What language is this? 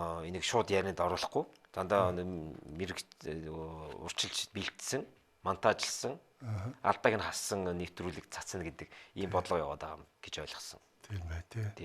Mongolian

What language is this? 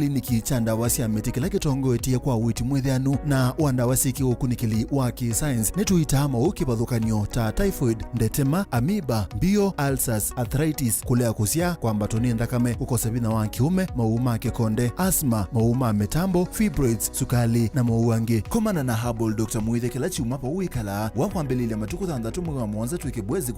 Kamba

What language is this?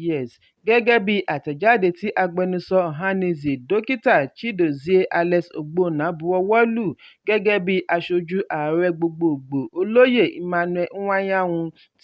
Yoruba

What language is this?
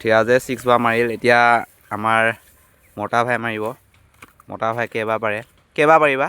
Assamese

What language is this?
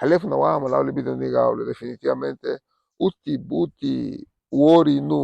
Garifuna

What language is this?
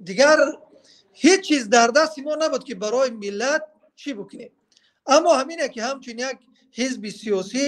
Tajik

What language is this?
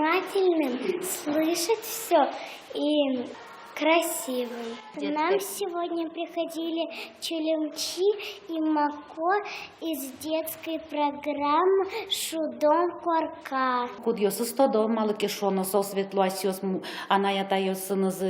Udmurt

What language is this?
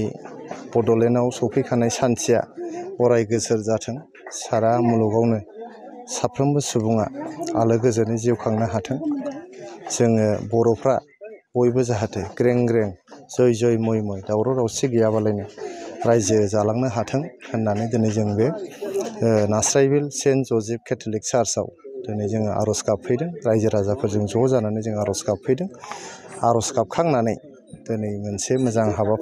Bodo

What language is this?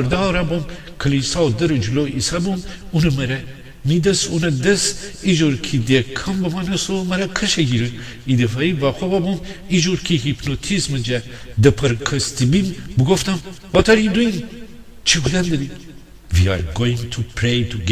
Gilaki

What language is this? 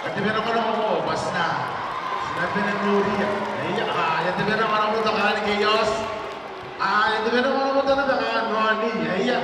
Gilbertese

